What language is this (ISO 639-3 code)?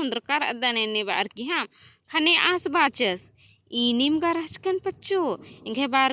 kru